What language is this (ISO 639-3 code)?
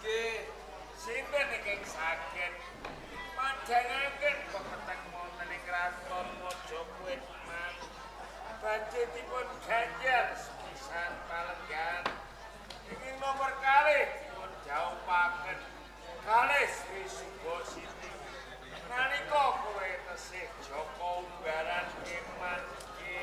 jav